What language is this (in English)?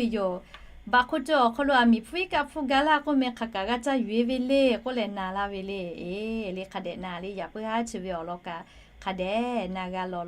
Lahu